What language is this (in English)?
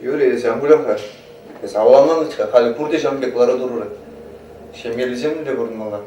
Chuvash